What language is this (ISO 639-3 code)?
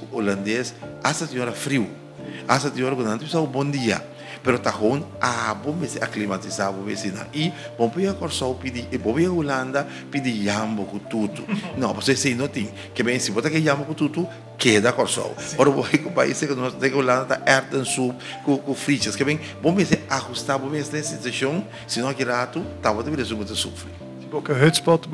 pap